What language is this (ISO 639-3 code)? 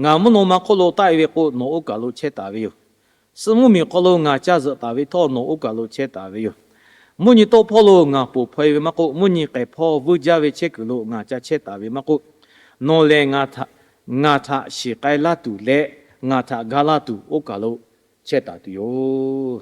lhu